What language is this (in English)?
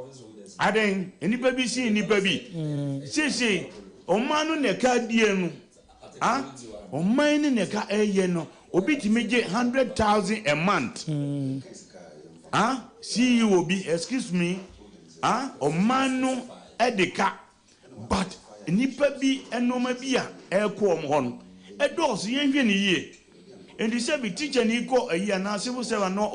Akan